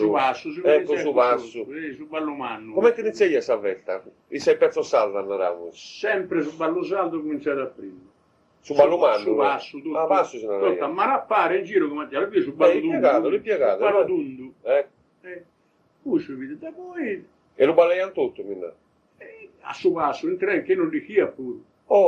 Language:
Sardinian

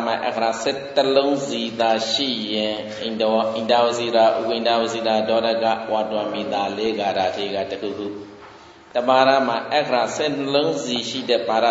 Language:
Burmese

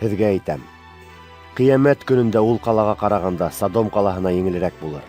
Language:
Bashkir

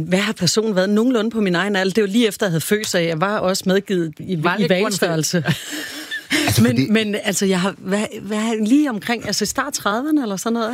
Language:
Danish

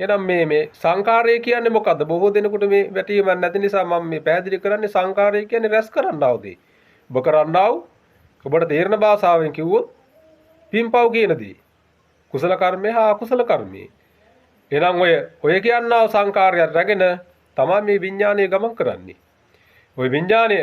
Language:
Sinhala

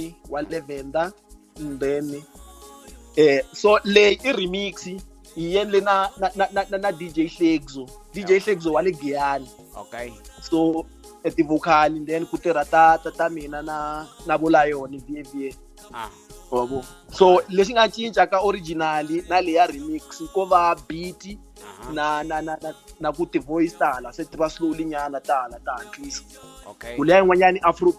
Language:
Tsonga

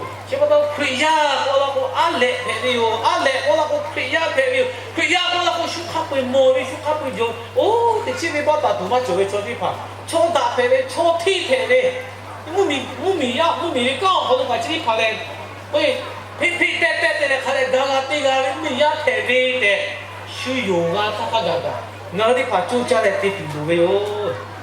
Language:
Lahu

